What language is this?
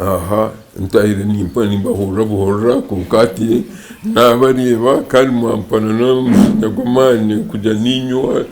Nyankole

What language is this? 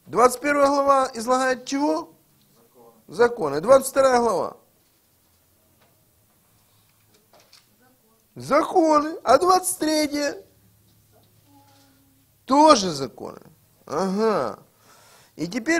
Russian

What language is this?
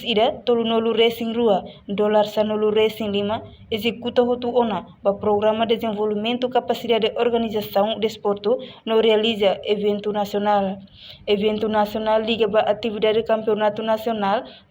Tetum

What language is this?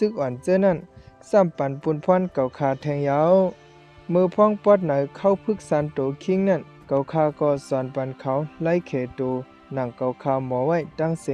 Shan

